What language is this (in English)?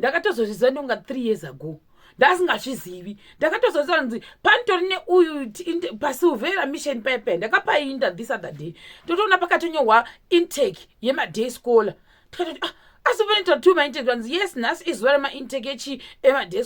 Shona